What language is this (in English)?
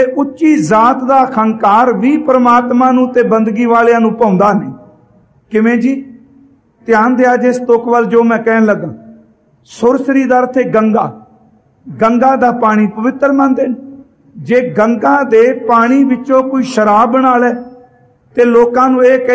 Punjabi